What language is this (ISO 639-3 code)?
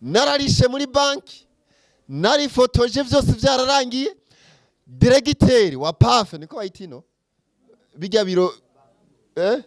run